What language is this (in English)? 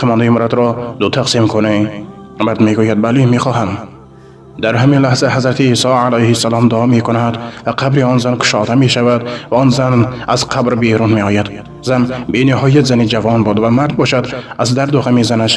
Tajik